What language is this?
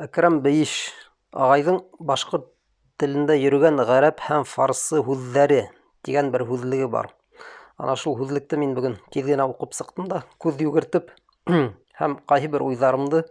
Bashkir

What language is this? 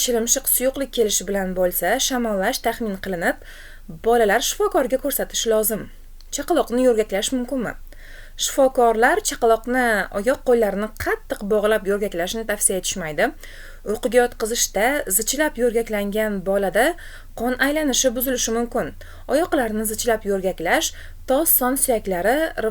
Uzbek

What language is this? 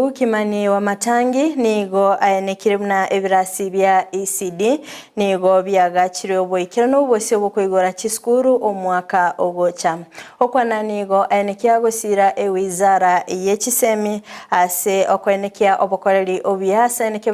Gusii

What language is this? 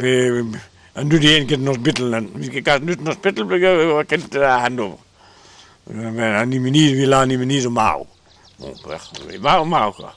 Breton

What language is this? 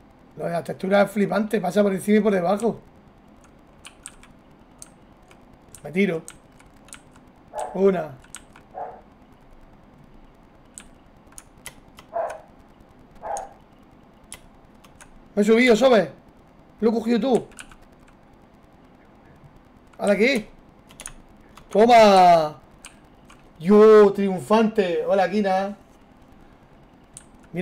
Spanish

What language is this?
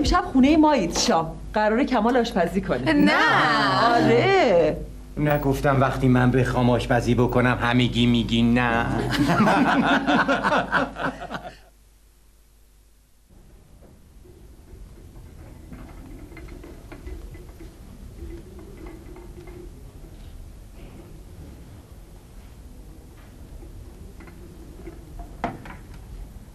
Persian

